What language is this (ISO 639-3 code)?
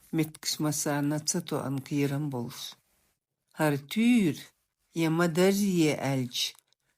che